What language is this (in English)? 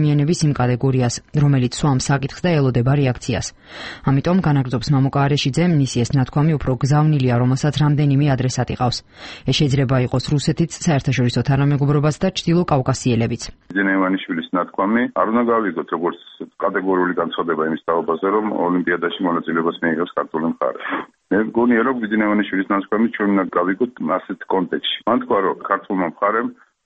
Georgian